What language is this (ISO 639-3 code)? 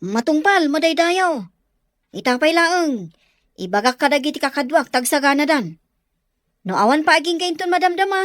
ilo